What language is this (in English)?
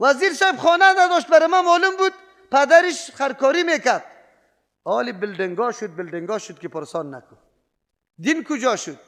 Persian